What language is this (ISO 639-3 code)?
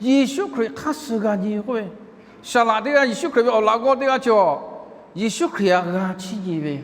lhu